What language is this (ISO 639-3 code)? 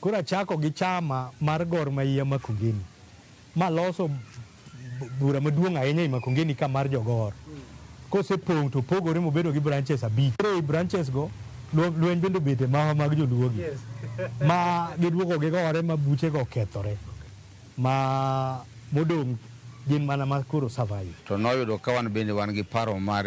luo